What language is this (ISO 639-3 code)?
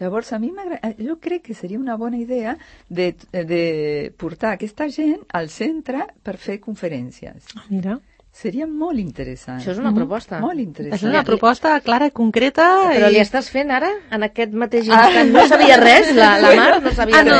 cat